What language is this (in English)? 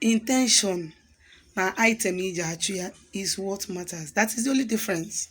Igbo